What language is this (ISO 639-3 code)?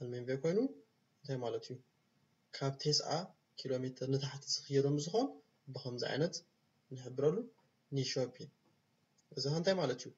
tir